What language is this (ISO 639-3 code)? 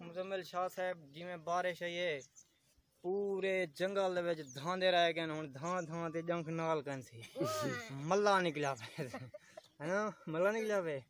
skr